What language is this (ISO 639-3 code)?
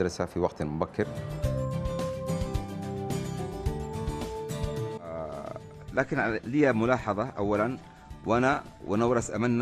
ara